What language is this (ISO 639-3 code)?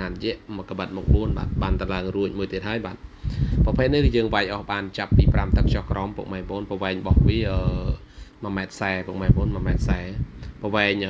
khm